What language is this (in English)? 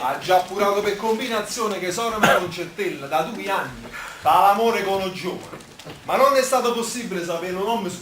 Neapolitan